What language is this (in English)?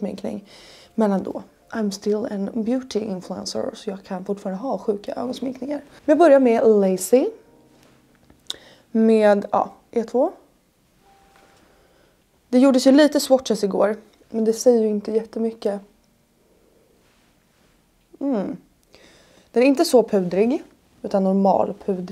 Swedish